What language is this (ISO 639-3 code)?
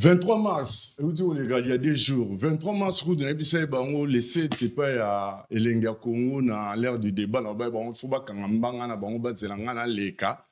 lin